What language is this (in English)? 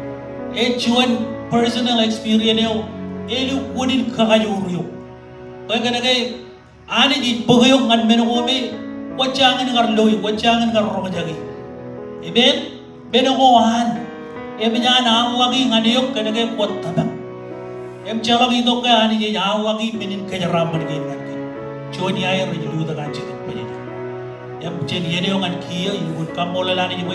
Marshallese